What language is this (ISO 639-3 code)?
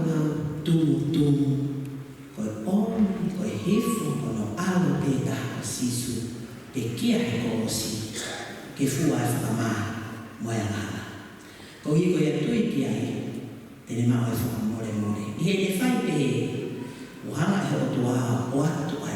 ton